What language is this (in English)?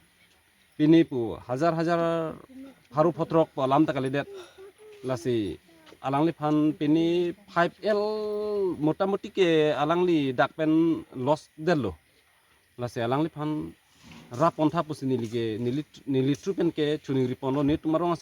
Karbi